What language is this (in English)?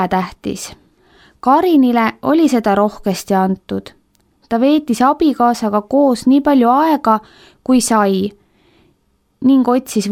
Estonian